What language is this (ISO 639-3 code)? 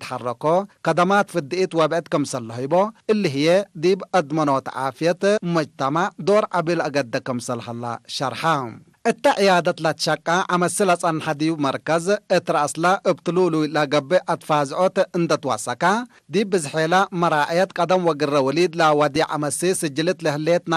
tig